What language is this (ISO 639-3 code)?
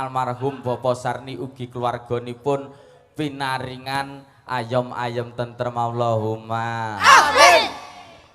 jav